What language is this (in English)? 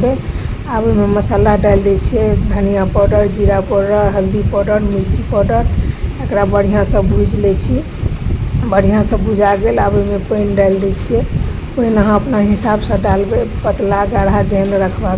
Maithili